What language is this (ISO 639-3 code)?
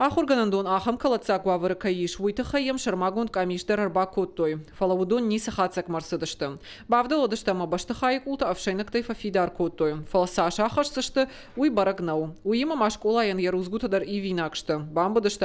oss